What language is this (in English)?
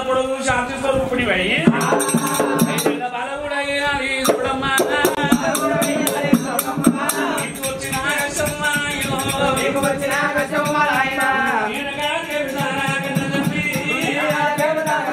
Telugu